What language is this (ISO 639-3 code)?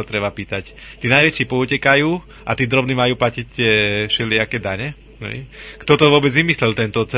slk